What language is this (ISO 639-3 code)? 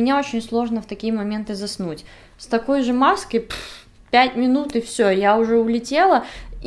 rus